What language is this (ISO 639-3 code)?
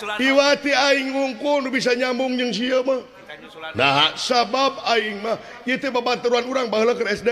sun